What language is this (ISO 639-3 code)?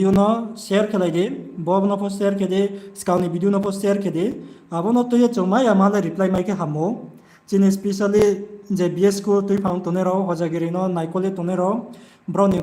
ria